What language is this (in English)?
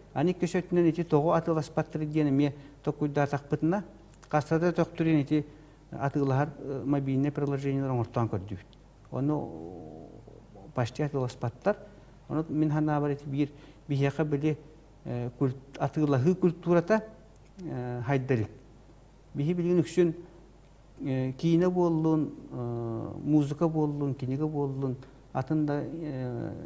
Yakut